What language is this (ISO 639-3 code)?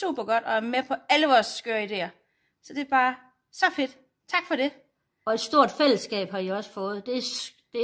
dan